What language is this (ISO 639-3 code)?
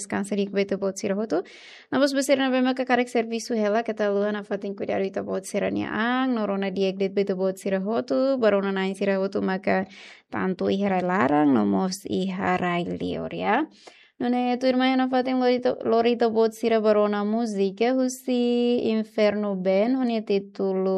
tet